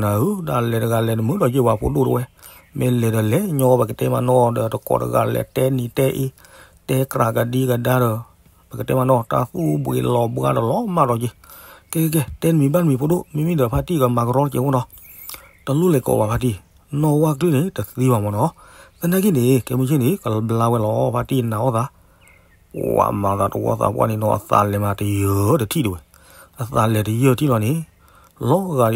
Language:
S'gaw Karen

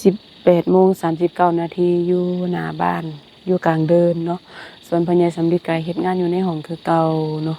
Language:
Lao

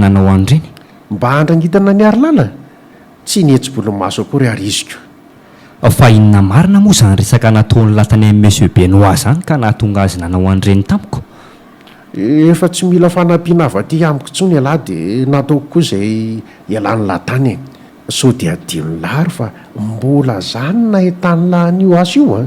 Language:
Malagasy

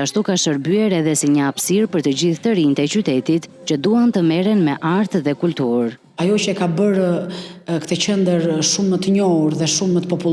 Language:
Albanian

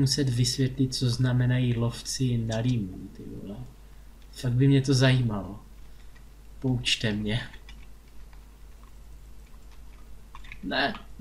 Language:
Czech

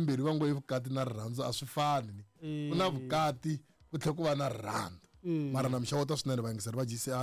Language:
Tsonga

